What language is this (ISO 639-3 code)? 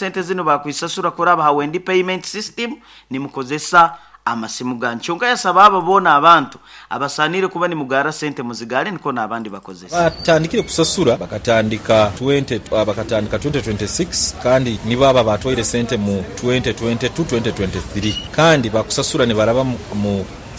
nyo